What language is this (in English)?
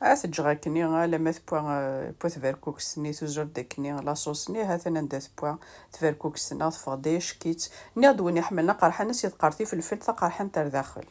Kabyle